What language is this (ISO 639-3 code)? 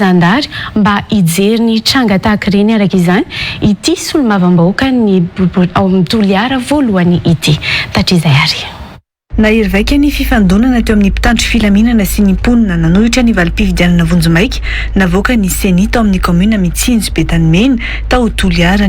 mlg